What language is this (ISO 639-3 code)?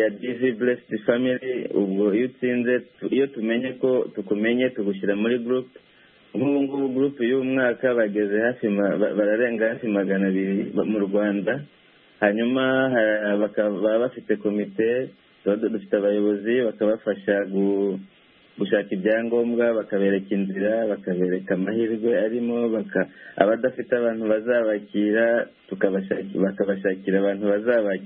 kin